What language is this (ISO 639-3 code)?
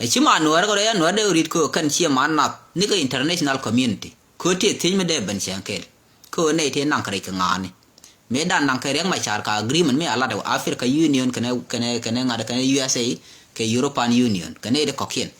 nus